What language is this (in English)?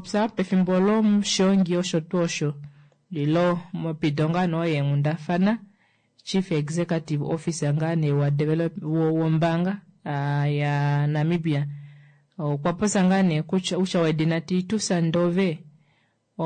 Kuanyama